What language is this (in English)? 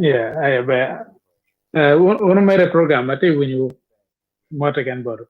Acoli